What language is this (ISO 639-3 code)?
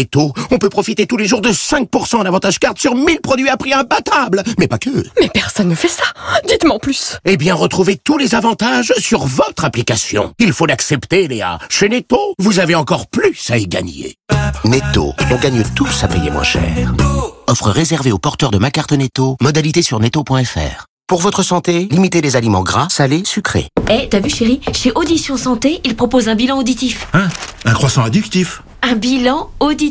fra